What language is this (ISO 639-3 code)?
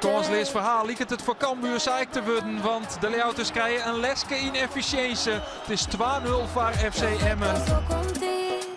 fry